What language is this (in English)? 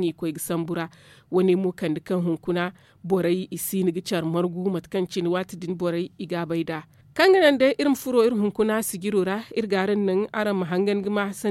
Zarma